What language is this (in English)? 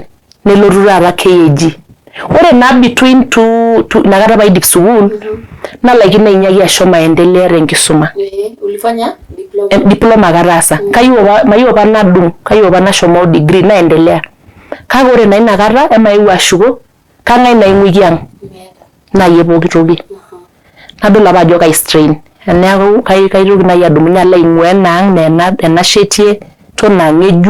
Masai